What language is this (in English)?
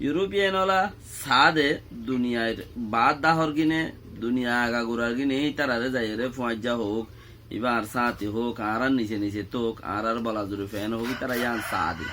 Rohingya